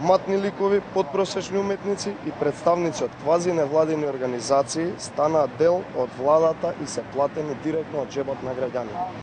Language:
Macedonian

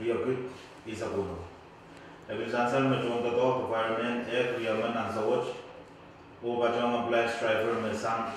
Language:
Pohnpeian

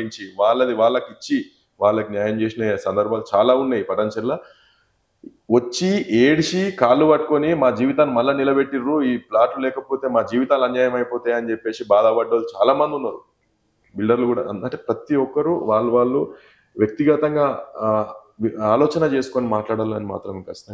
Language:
Telugu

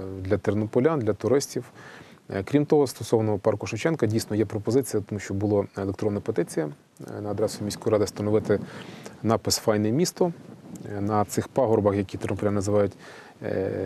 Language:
Ukrainian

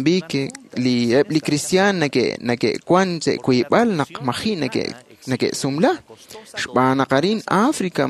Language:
Kekchí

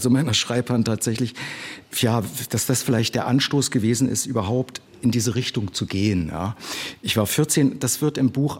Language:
German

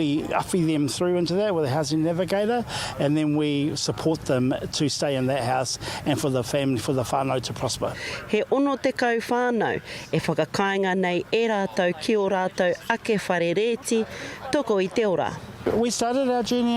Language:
Māori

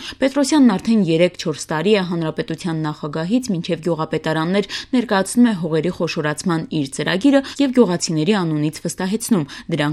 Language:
Armenian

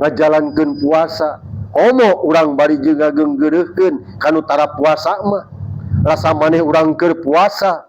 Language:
Sundanese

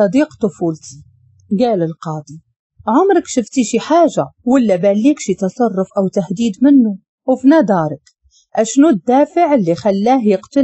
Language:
Moroccan Arabic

